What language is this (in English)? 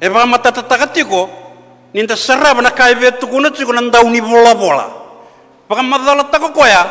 Fijian